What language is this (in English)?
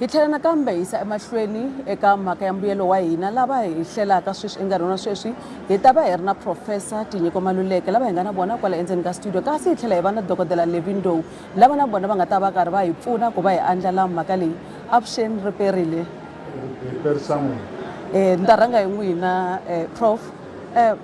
Tsonga